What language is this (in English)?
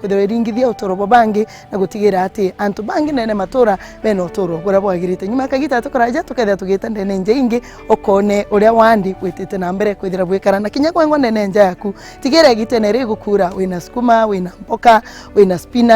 Meru